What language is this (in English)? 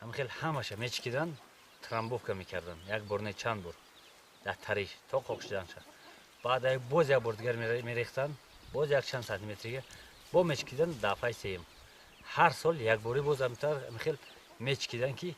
Tajik